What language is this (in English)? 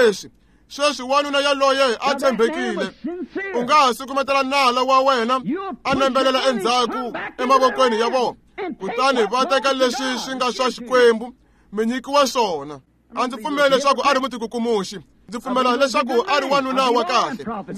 Tsonga